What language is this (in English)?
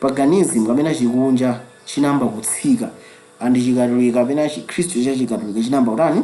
Nyanja